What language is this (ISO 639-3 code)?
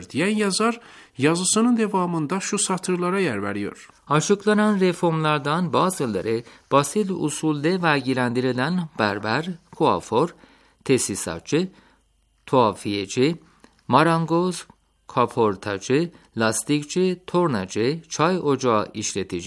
tur